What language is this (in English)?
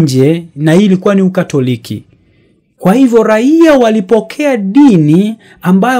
Swahili